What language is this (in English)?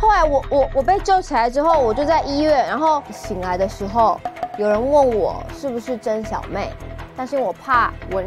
Chinese